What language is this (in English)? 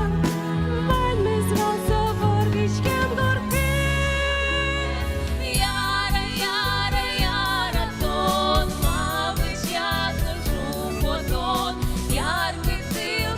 Udmurt